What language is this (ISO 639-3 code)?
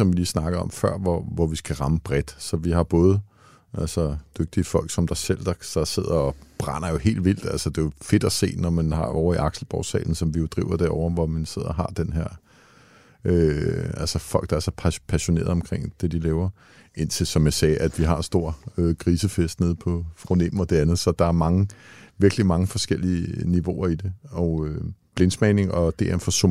dan